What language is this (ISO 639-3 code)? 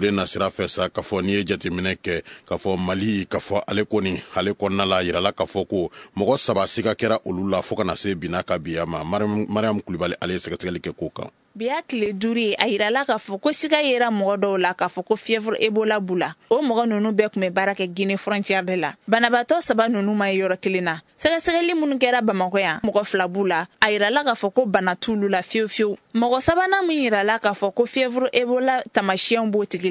bam